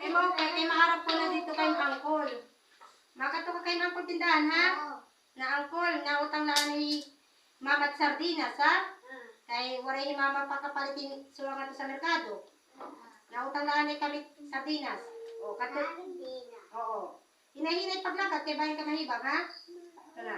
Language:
Waray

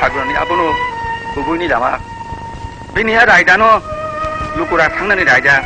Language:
Kok Borok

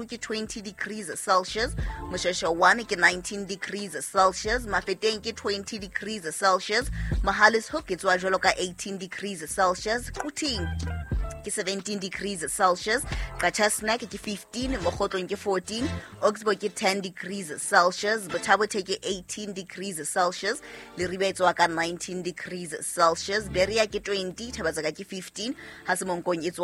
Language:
Southern Sotho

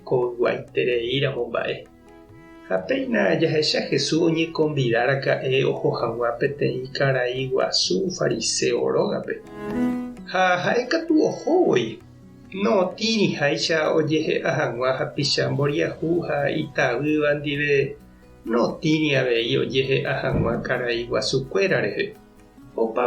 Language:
Guarani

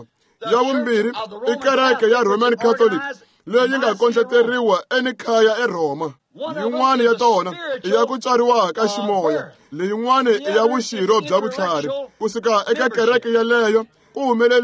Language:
Tsonga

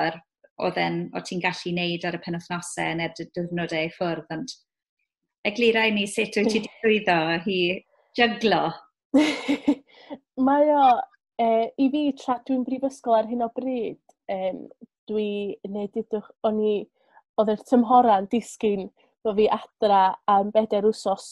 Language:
Welsh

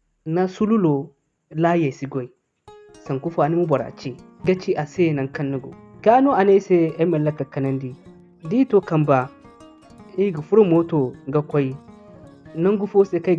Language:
Zarma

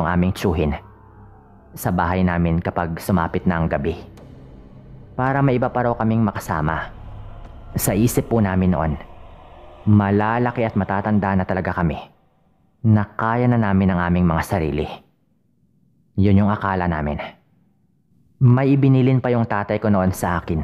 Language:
Filipino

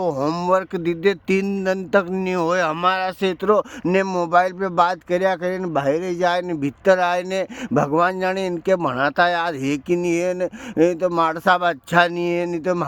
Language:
Rajasthani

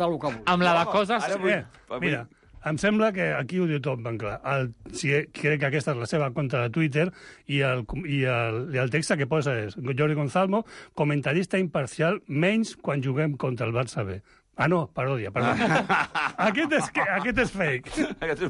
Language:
Catalan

